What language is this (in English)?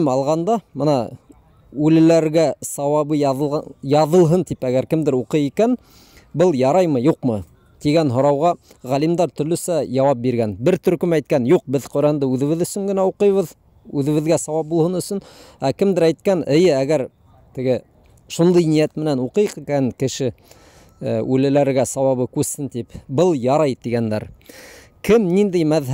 Bashkir